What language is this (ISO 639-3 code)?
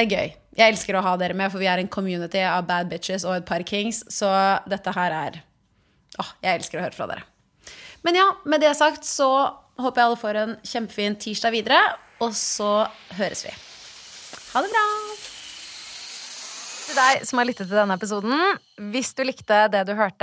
nor